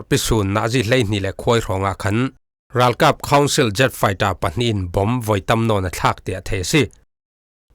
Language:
Falam Chin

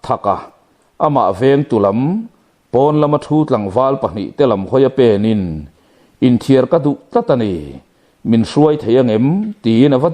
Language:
Mizo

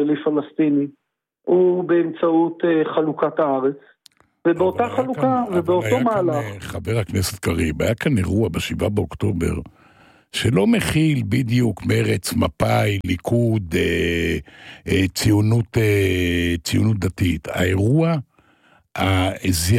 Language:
Hebrew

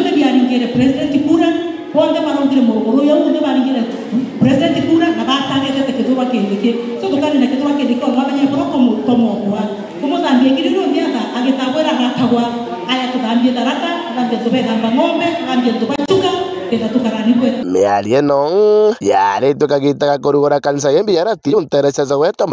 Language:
Meru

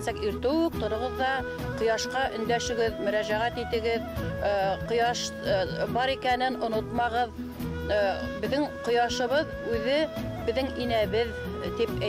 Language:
Bashkir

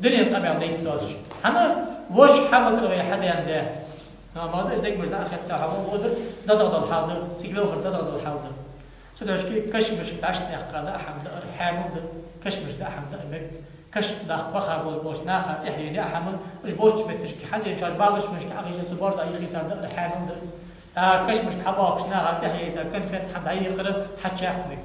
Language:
Ingush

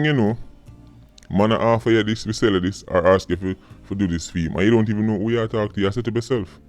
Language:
Jamaican Creole English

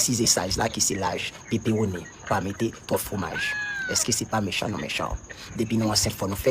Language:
Haitian Creole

